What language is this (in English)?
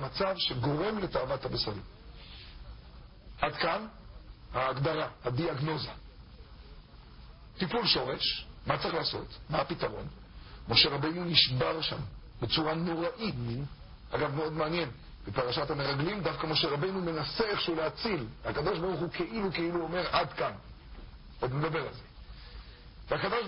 Hebrew